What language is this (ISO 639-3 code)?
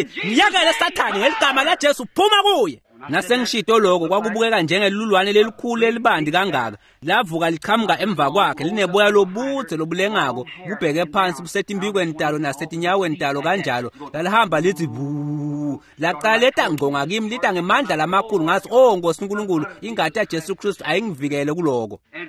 ssw